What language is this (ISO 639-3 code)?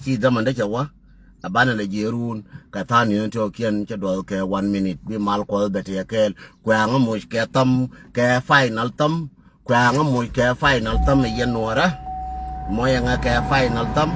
nus